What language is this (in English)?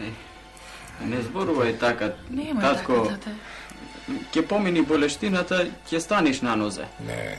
Macedonian